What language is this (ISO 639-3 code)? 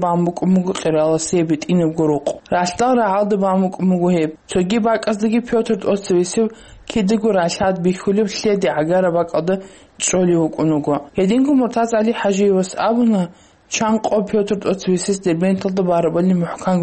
ava